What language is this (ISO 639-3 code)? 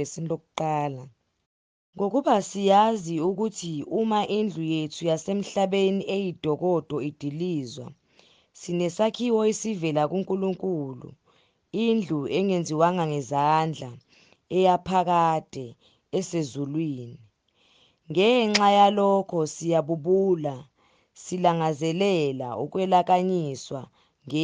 zul